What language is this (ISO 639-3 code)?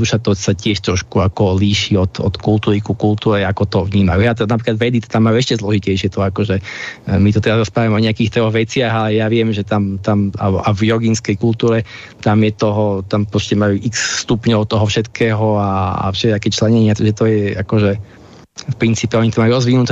slk